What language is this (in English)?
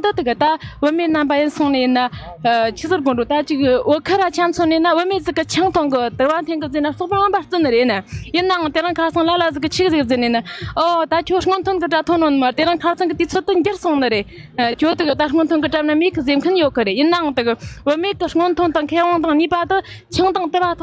Tibetan